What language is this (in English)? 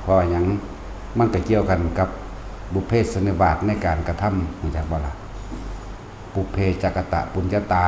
Lao